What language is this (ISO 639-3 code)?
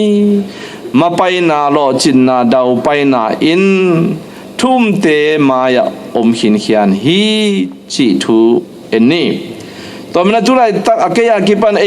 ctd